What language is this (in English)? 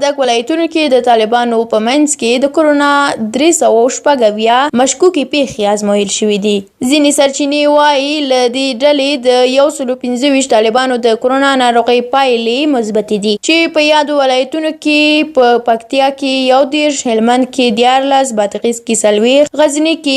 Pashto